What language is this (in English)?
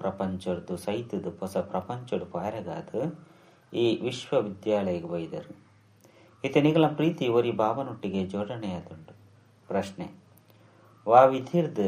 Tulu